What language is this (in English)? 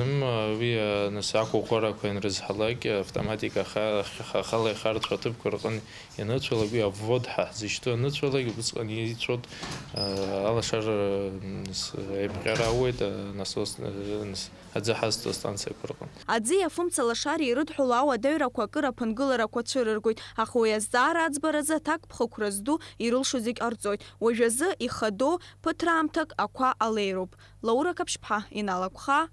Abkhazian